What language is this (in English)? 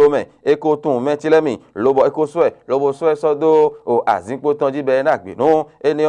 Fon